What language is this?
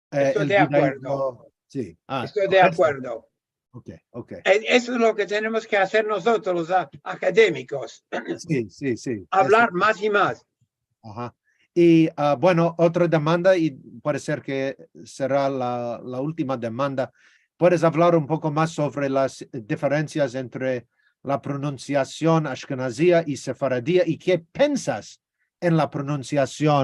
Ladino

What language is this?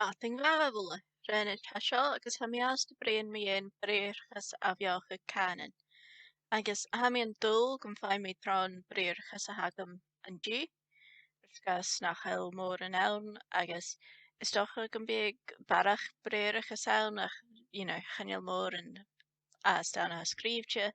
Scottish Gaelic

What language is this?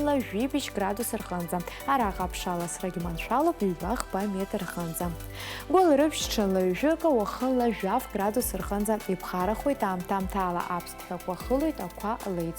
Abkhazian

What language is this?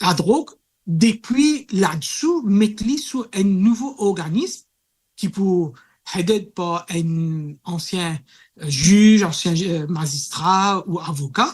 Morisyen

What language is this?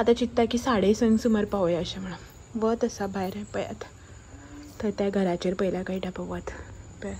Konkani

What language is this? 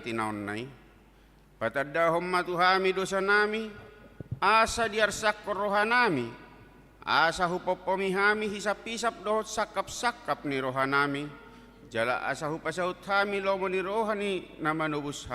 Batak Toba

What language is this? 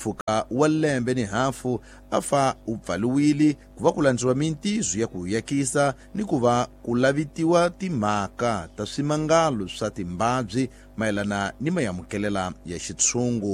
Tsonga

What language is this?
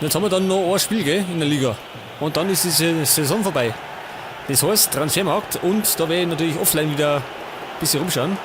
Bavarian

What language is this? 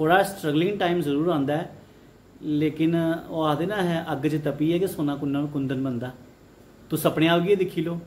Dogri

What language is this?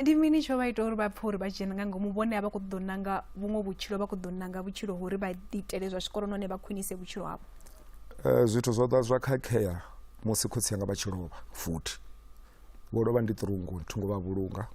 Venda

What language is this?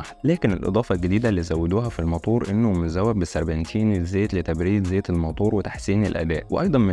Egyptian Arabic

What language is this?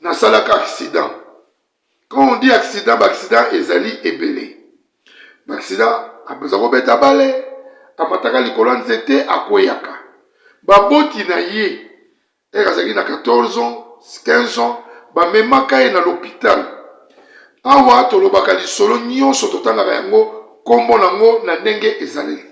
Lingala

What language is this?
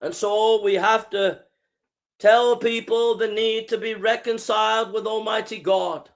English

